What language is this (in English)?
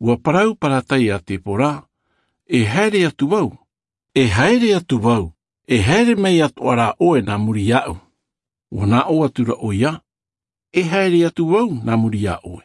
Tahitian